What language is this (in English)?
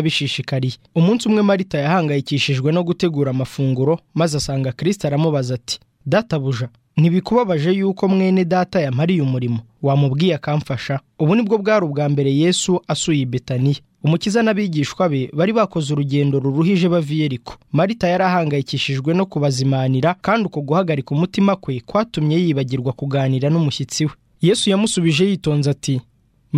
Kinyarwanda